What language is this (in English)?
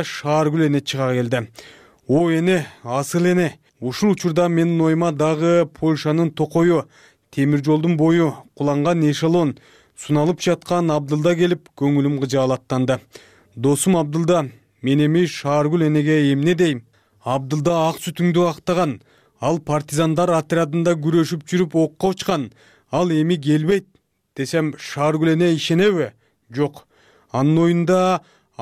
Kyrgyz